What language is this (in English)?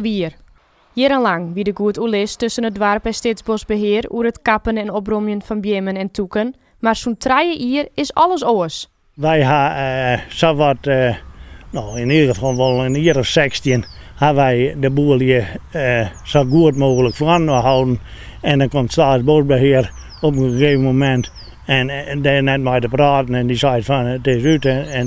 Western Frisian